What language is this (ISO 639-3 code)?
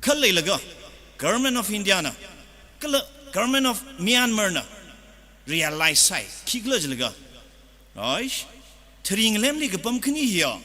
nmf